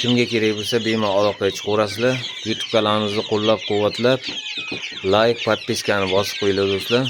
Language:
Uzbek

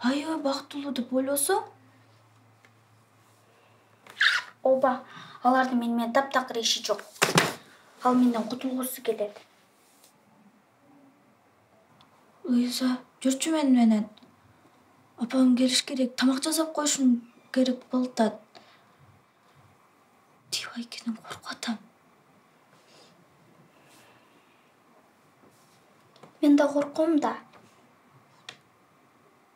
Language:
Kyrgyz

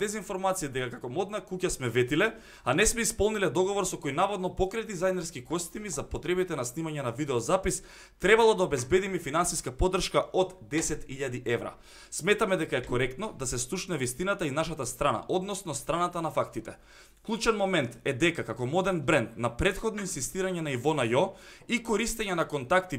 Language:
Macedonian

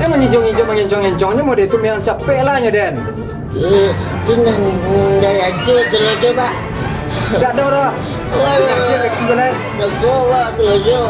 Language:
Minangkabau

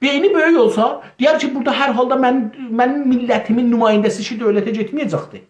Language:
South Azerbaijani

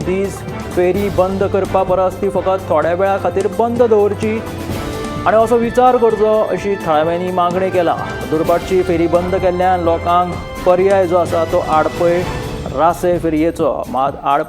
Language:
Konkani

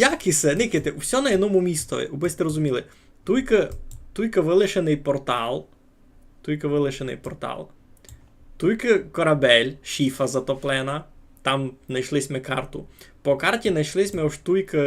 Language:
Rusyn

